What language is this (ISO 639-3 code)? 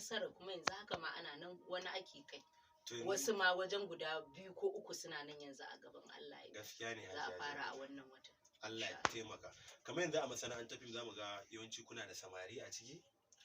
hau